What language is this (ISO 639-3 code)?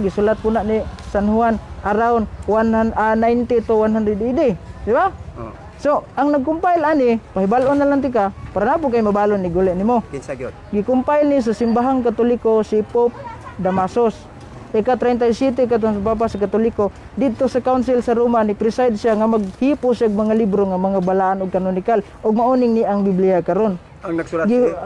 ceb